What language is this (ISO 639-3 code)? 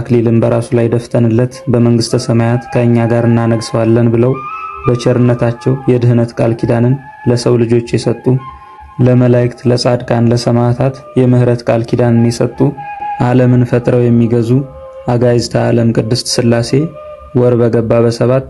amh